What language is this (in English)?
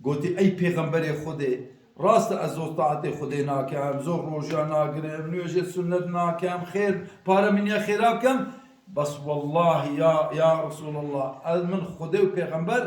Kurdish